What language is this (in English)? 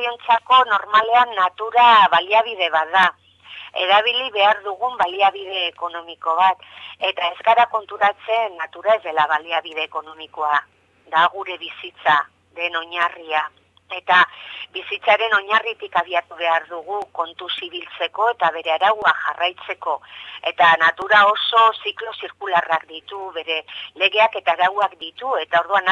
Basque